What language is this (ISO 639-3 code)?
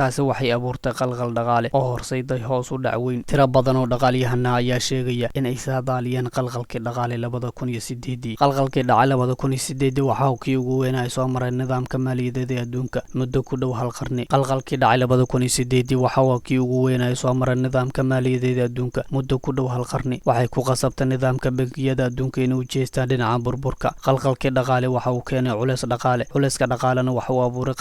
som